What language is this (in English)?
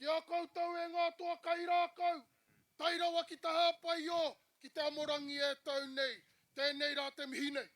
Māori